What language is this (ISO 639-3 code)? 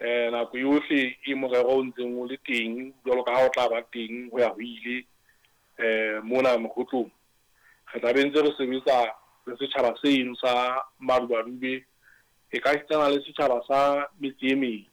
sot